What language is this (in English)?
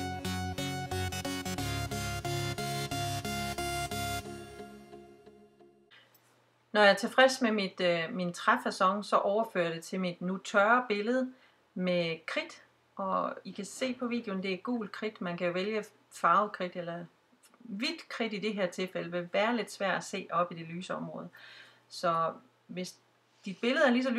Danish